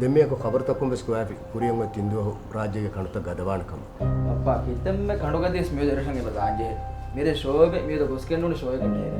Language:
Divehi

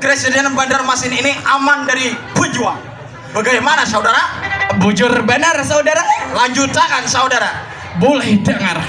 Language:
Banjar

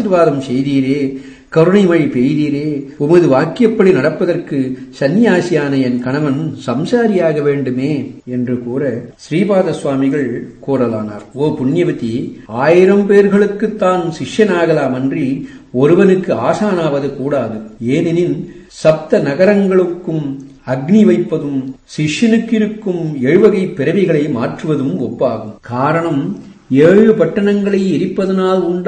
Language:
Tamil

